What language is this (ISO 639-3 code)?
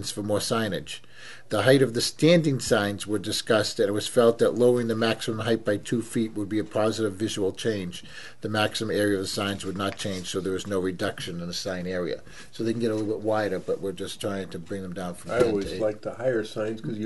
eng